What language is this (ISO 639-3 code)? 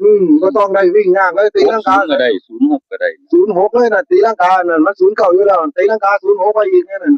tts